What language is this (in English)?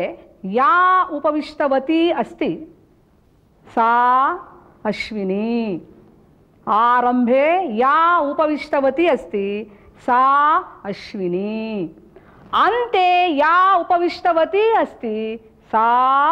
Sanskrit